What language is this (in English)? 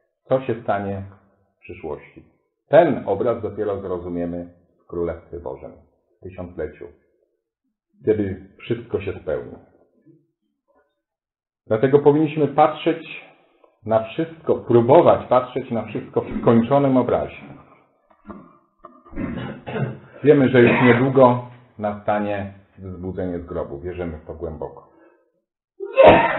Polish